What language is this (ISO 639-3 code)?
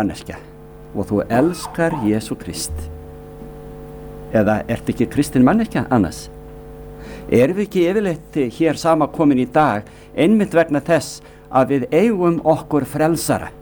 isl